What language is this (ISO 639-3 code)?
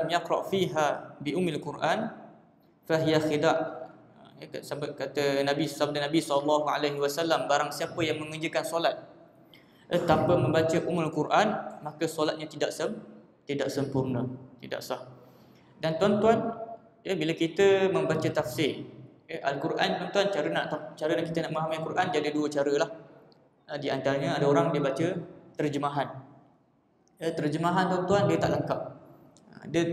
msa